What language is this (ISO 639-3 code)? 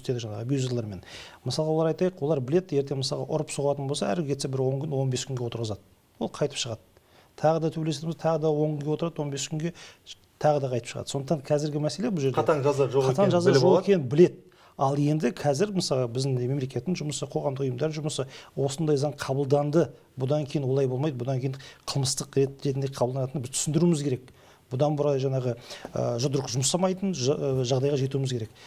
kaz